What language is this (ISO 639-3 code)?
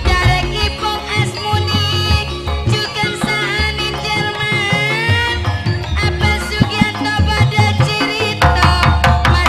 mad